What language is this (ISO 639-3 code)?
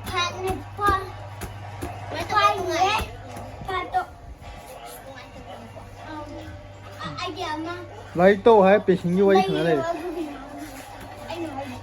mni